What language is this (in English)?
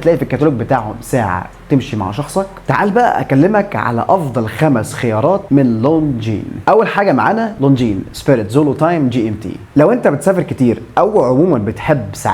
Egyptian Arabic